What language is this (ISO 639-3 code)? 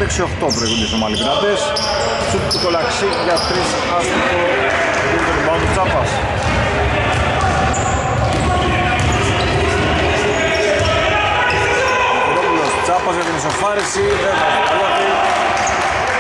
ell